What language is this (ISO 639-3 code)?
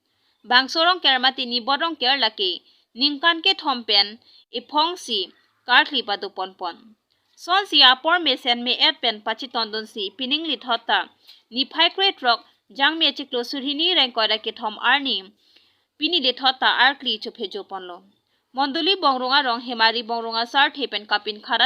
mjw